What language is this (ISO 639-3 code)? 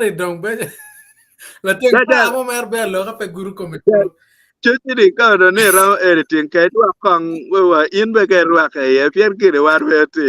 ach